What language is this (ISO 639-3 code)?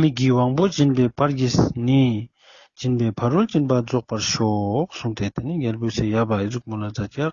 lbj